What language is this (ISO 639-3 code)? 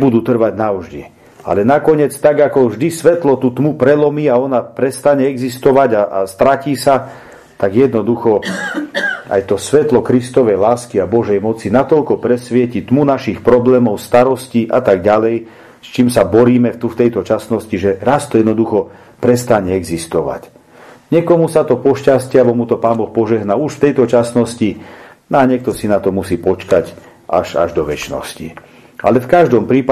slk